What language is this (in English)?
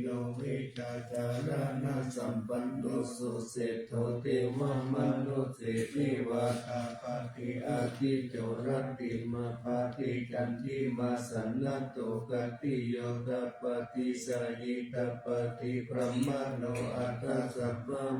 Pali